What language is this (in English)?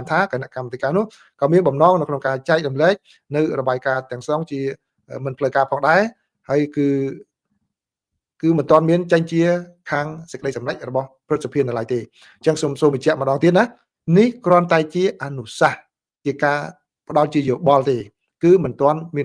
Khmer